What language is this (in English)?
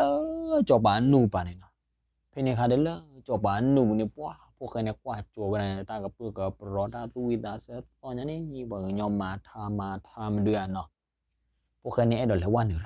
S'gaw Karen